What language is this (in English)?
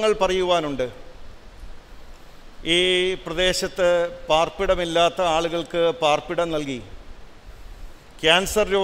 Malayalam